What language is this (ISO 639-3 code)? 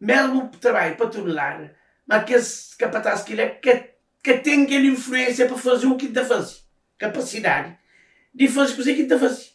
kea